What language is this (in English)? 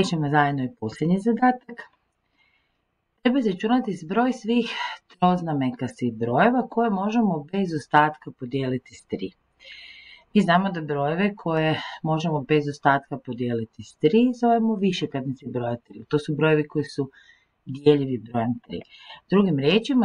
Croatian